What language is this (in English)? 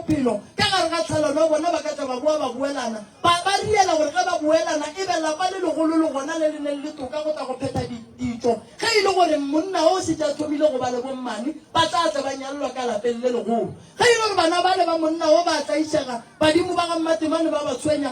Northern Sotho